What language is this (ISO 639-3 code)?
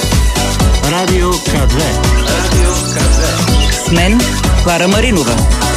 bul